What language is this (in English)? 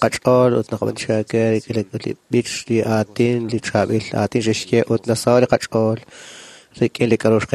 Kekchí